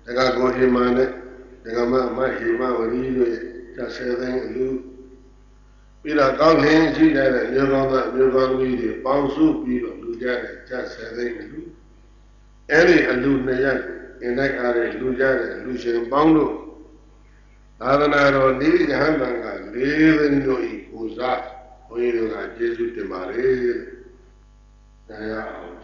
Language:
Burmese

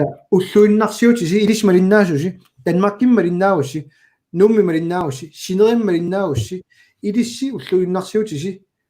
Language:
Kalaallisut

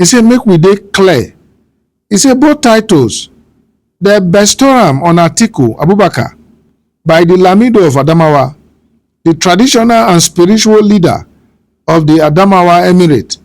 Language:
Nigerian Pidgin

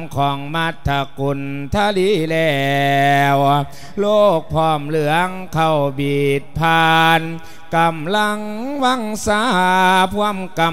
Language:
Lao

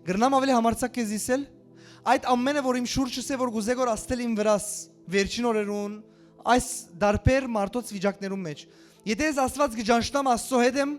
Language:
Western Armenian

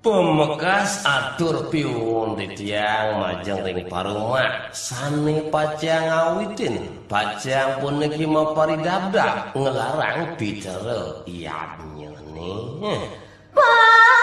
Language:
Balinese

